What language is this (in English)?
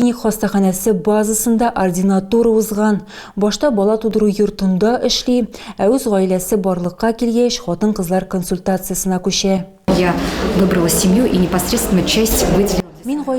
Tatar